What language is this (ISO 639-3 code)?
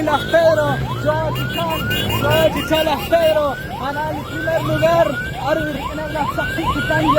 kek